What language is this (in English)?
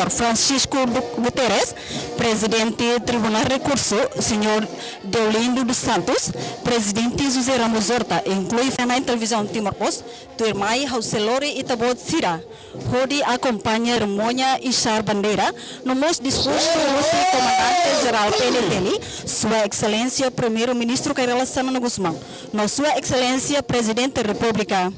Tetum